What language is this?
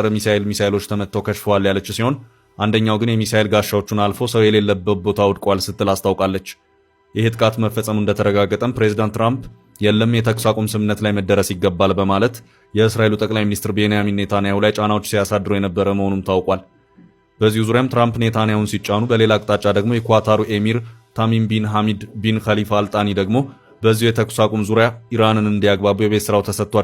Amharic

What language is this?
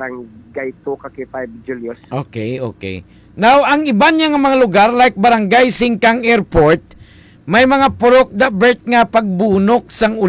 Hiligaynon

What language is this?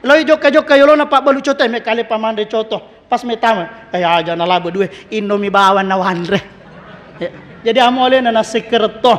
Buginese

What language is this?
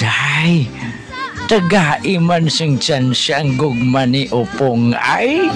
Hiligaynon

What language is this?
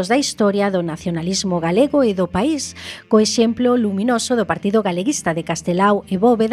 Galician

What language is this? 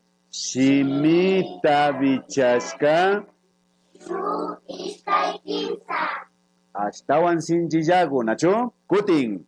Imbabura Highland Quichua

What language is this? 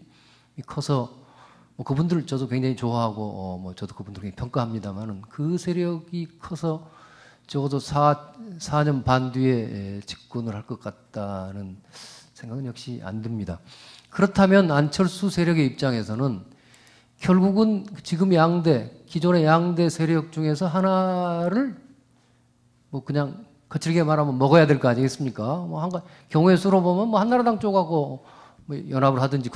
Korean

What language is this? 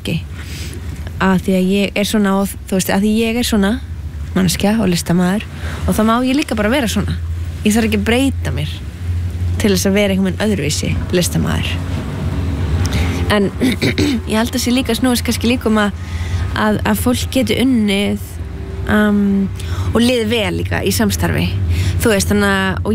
Icelandic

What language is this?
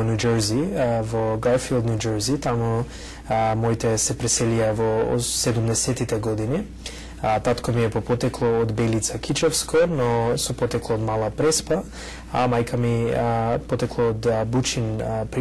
Macedonian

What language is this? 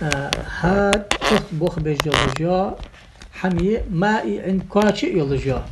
Ingush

